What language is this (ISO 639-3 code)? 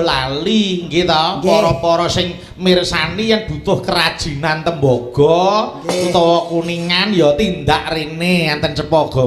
jav